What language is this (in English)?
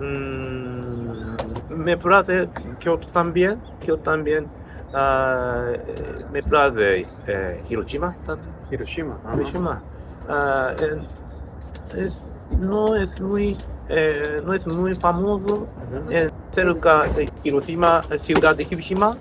Ladino